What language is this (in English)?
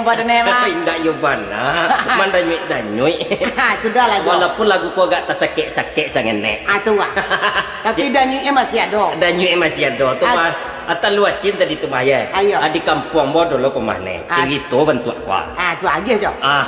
Minangkabau